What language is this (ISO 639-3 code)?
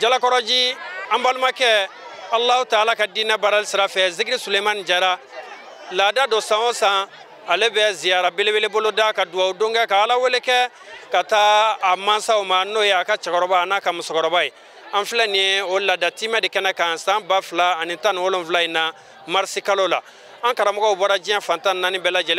bam